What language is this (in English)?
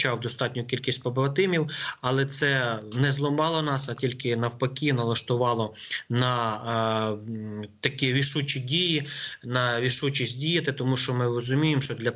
Ukrainian